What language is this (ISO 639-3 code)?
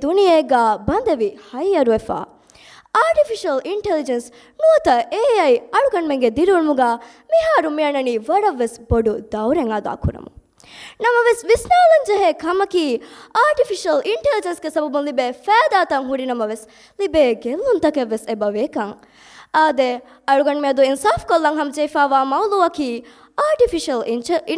div